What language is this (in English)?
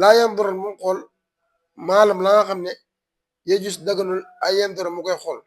Wolof